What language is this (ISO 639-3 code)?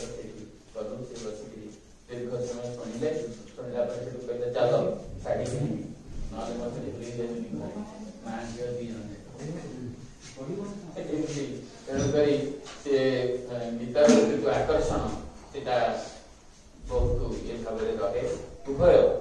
ori